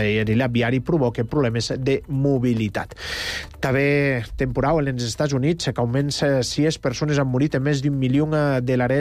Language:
Catalan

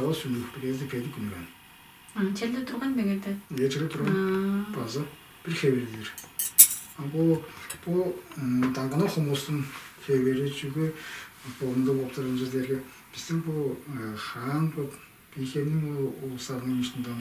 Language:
Tuvinian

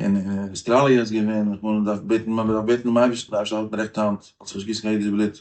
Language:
Yiddish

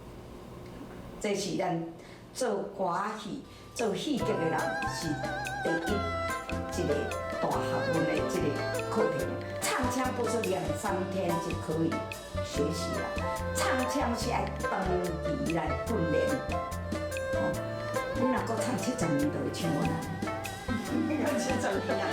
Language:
Min Nan Chinese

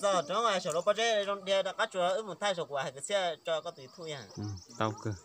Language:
Hmong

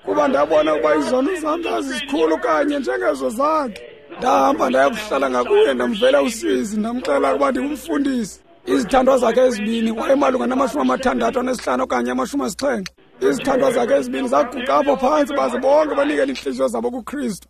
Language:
Xhosa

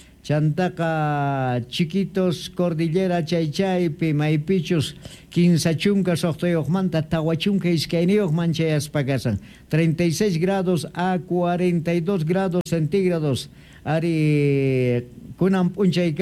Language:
Quechua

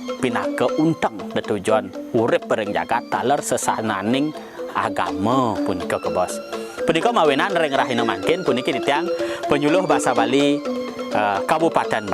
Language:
Balinese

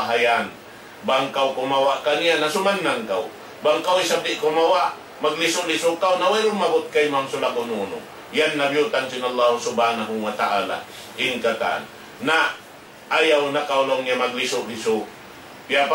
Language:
Tausug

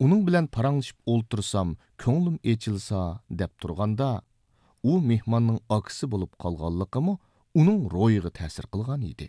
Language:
Uyghur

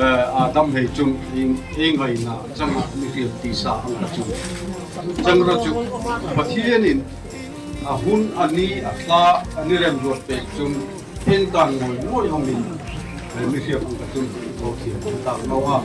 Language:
Darlong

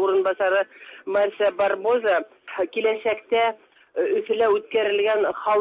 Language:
Tatar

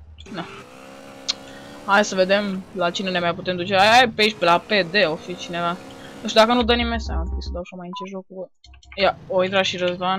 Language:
Romanian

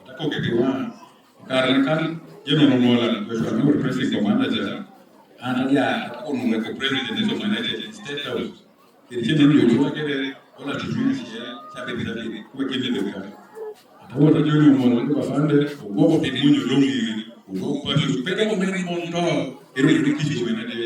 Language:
Lango (Uganda)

